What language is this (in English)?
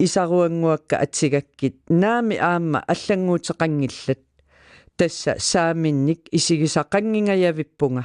Kalaallisut